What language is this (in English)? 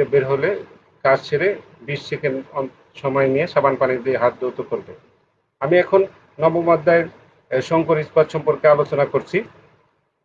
Bangla